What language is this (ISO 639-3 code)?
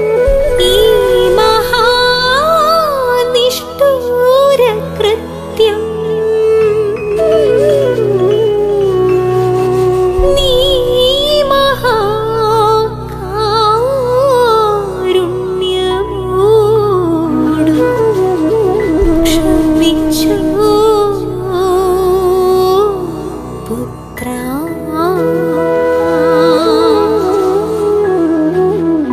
mal